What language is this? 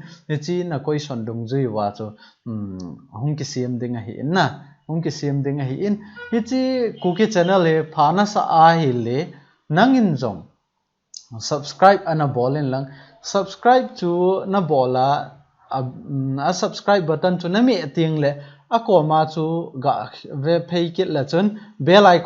Thado Chin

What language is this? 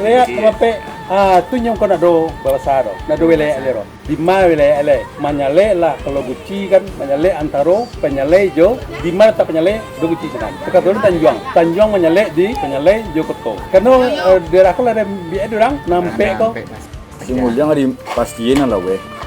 Minangkabau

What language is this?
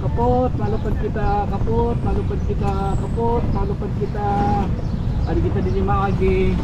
Waray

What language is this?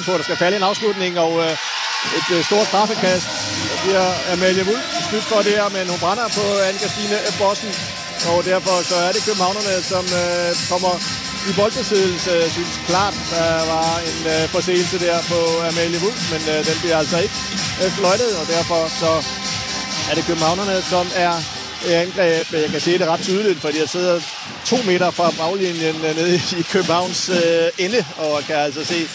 Danish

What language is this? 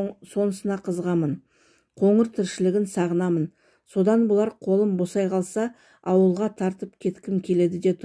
Kazakh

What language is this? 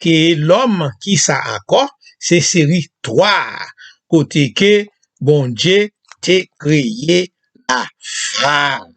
Haitian Creole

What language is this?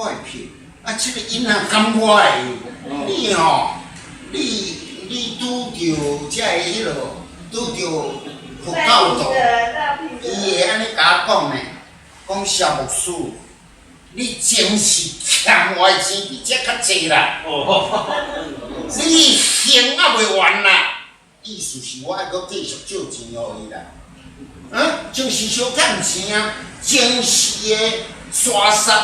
Min Nan Chinese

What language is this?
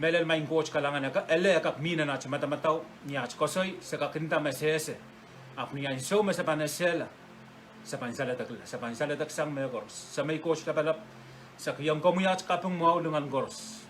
Pohnpeian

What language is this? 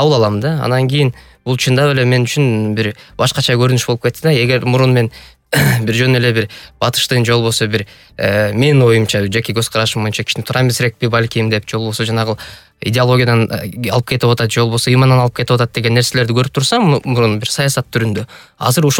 Kyrgyz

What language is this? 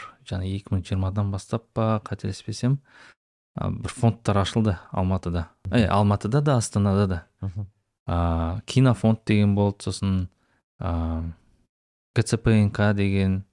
Kazakh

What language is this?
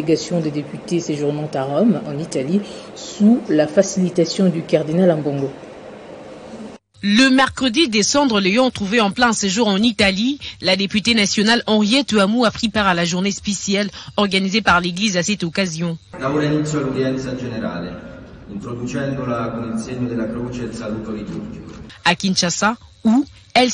French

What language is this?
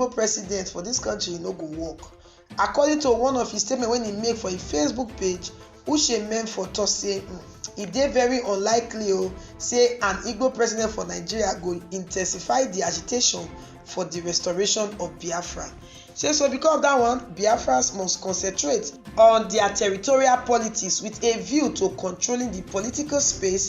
Nigerian Pidgin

